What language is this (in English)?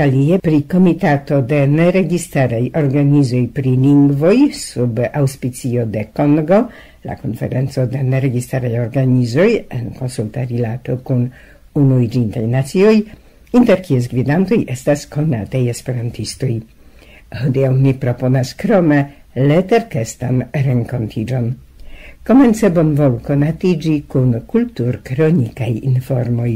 Esperanto